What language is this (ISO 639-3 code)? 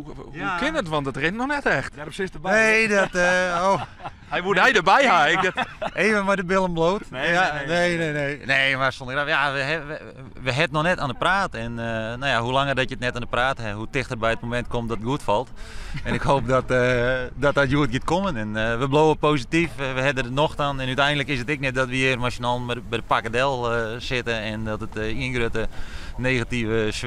fry